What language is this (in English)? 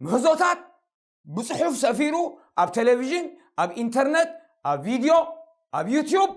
Tigrinya